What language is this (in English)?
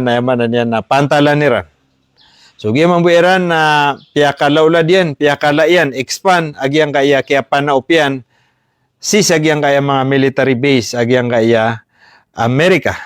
Maranao